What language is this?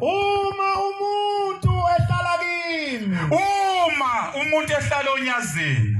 Zulu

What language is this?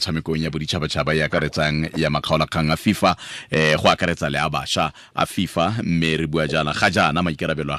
Tswana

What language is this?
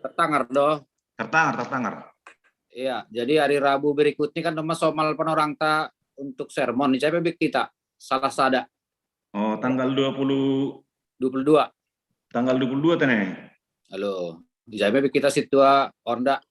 Batak Simalungun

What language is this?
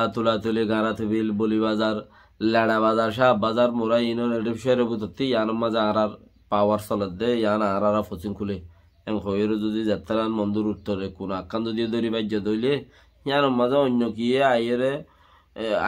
Rohingya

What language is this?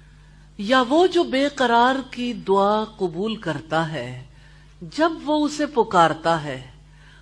Urdu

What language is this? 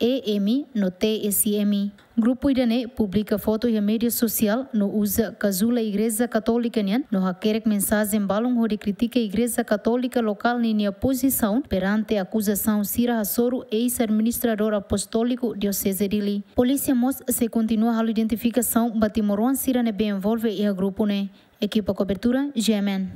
Tetum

